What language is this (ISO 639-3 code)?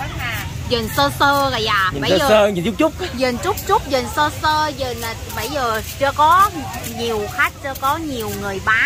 vie